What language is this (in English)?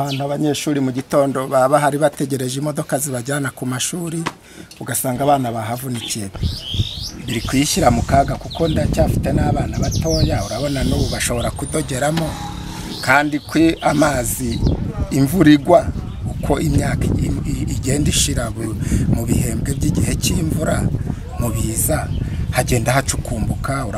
Kinyarwanda